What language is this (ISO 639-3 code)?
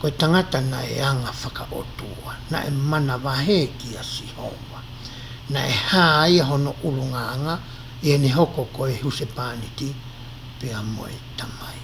ton